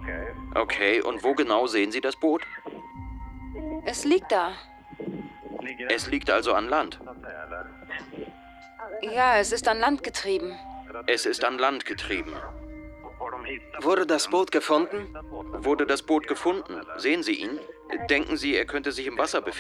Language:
German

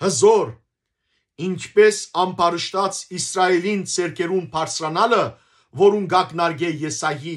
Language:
Western Armenian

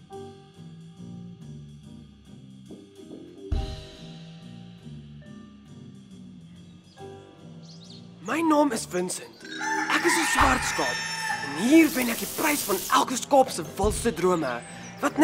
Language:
Afrikaans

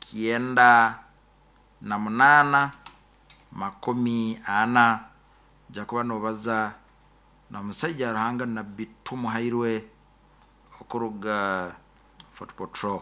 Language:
Nyoro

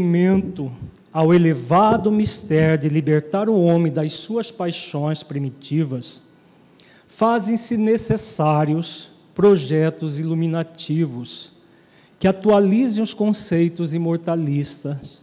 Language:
Portuguese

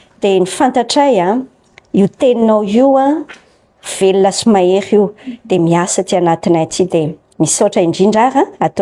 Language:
Malagasy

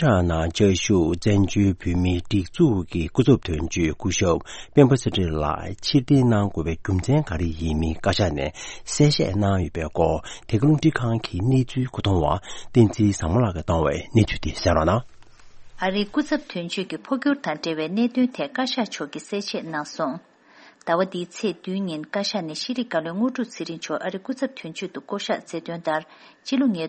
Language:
Tibetan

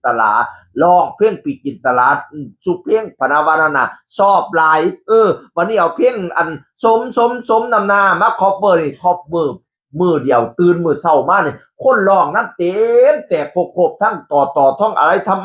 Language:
Northeastern Thai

